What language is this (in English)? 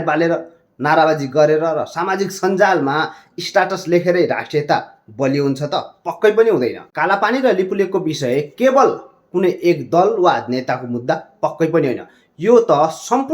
Nepali